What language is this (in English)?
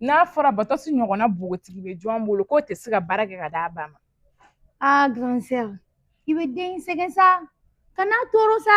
Bambara